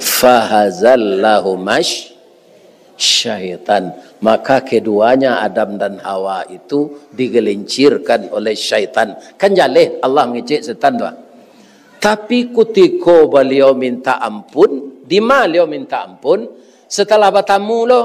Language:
Minangkabau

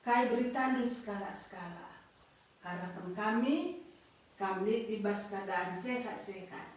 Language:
Batak Karo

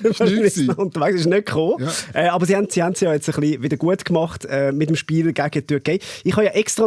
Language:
Swiss German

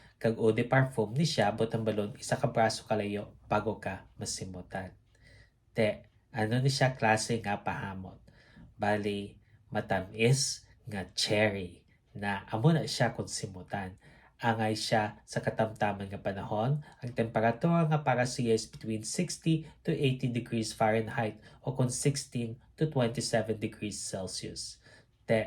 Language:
Hiligaynon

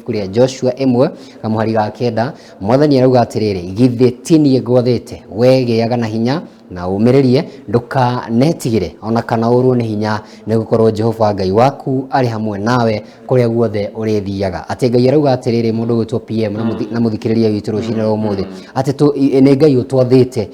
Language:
Kikuyu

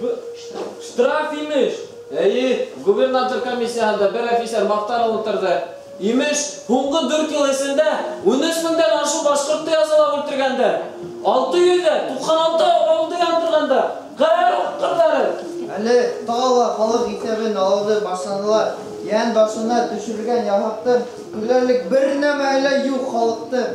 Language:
Bashkir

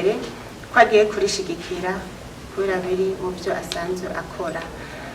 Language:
Rundi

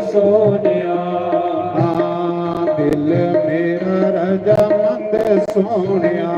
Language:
Dogri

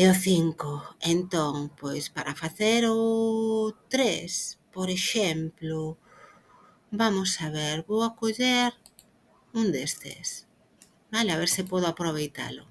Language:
Galician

